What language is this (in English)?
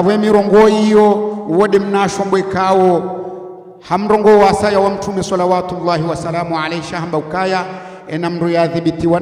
Ngazidja Comorian